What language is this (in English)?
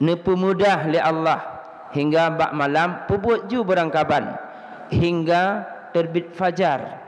Achinese